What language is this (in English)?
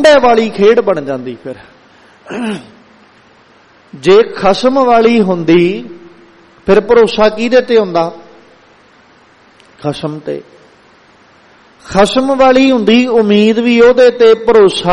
Punjabi